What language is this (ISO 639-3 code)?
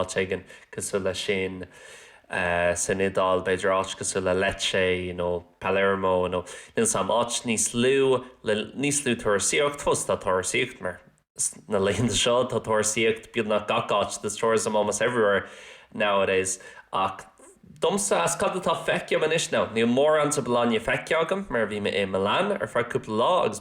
gle